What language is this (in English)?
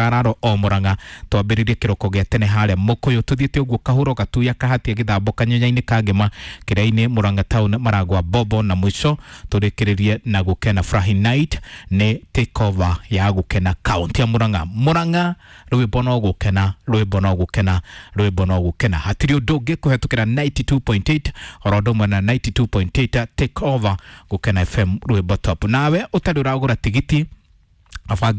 Kikuyu